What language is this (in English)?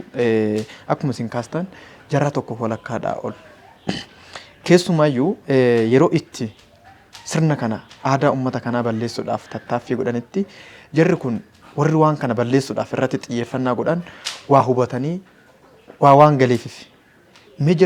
Oromo